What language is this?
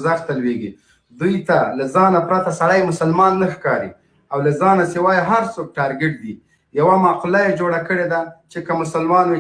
Pashto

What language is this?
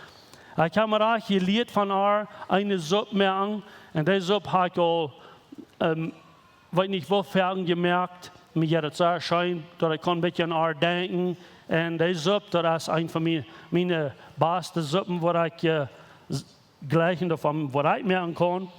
Plautdietsch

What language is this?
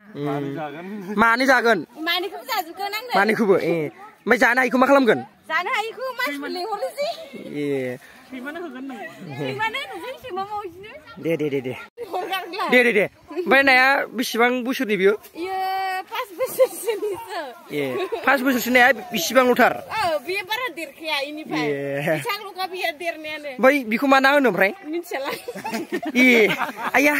Bodo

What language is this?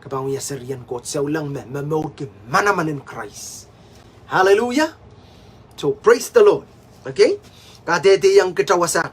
Pohnpeian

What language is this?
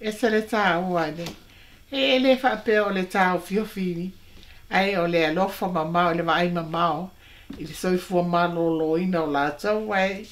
Samoan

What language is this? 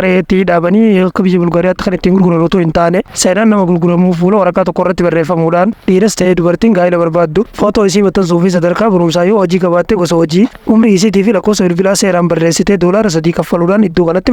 Oromo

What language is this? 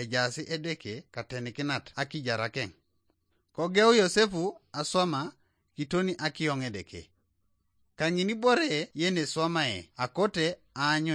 Teso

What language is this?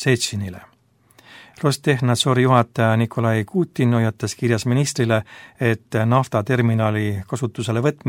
Estonian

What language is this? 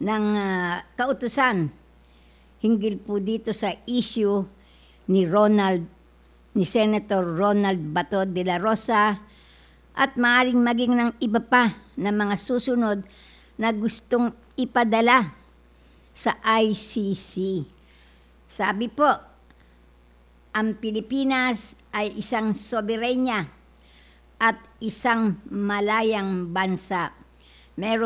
Filipino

